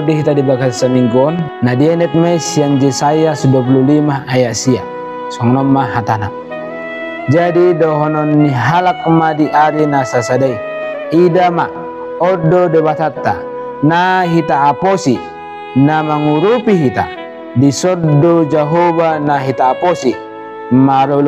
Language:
Batak Toba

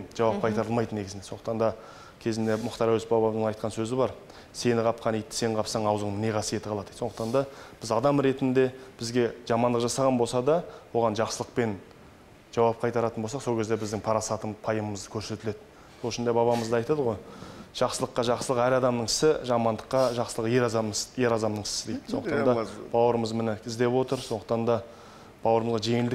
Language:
Kazakh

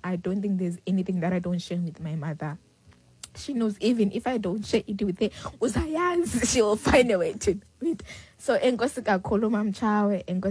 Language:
Xhosa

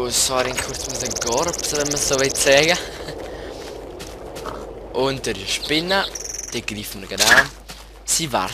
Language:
Swiss German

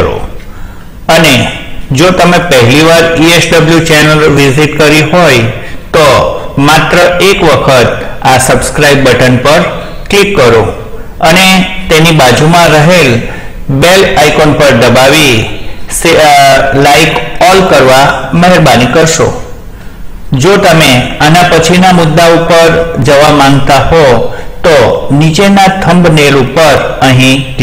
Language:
Gujarati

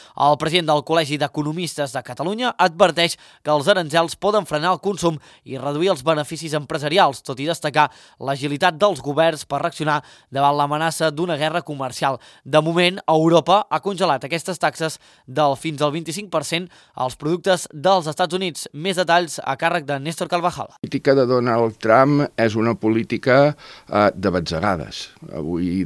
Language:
Catalan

